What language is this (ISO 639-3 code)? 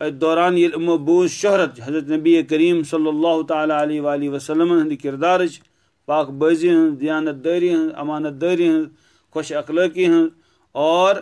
kas